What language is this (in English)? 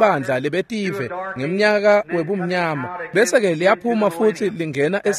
Swati